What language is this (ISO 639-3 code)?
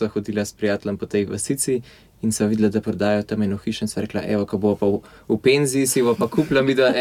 slv